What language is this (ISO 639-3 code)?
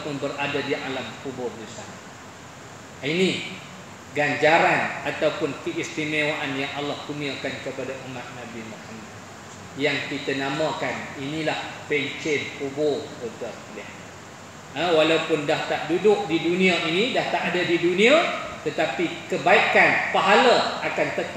msa